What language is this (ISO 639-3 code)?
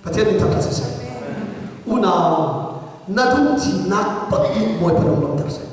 cnh